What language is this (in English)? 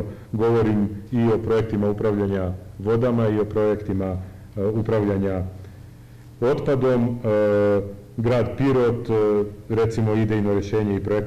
Serbian